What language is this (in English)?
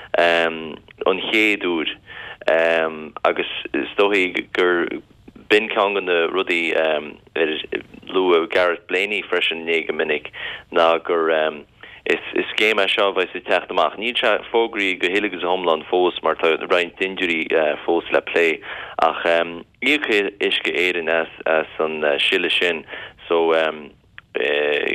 Irish